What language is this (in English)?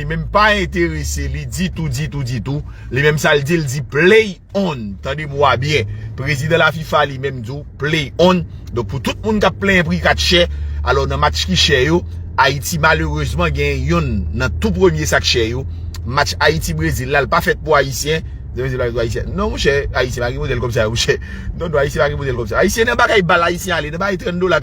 Haitian Creole